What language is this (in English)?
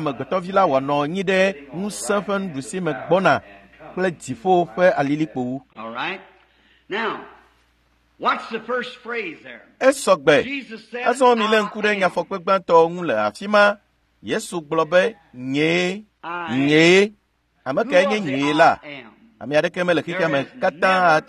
Ewe